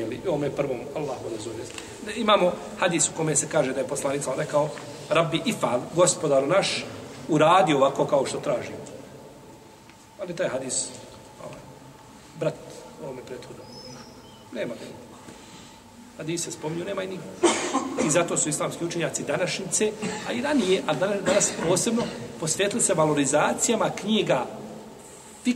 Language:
Bosnian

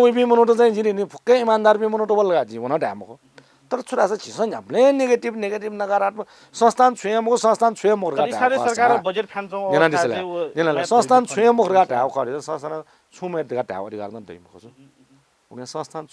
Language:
Newari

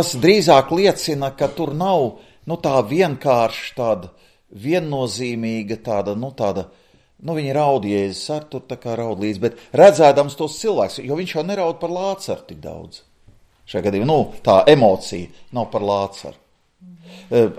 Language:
Latvian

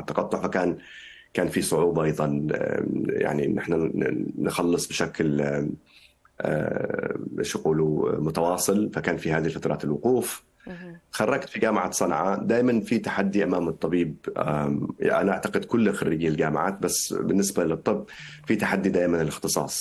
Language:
Arabic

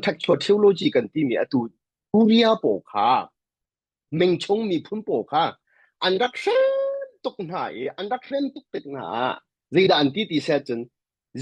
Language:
Hakha Chin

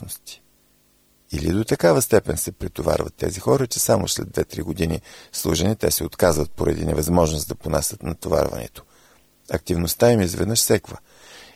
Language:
Bulgarian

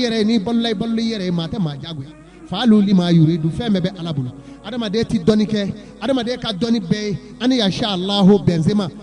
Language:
Bambara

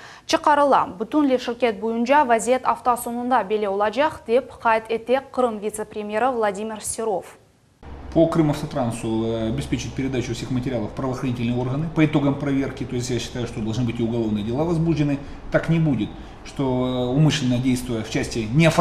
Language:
Crimean Tatar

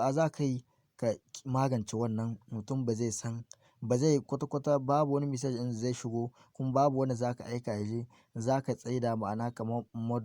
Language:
Hausa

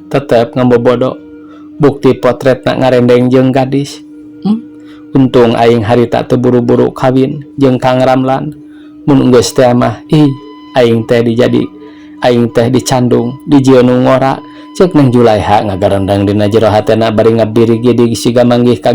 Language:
Sundanese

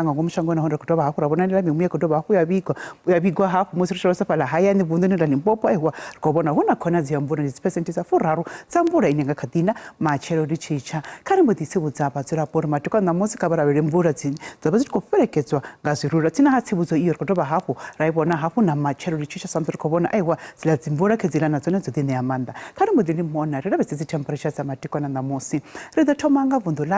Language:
Venda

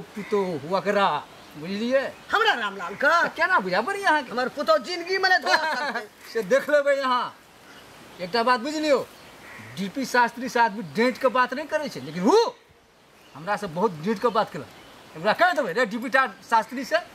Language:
Maithili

